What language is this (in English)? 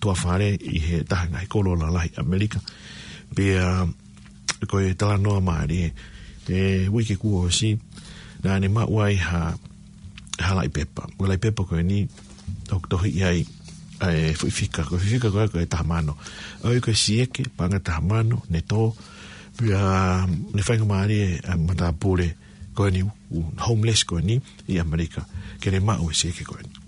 Tongan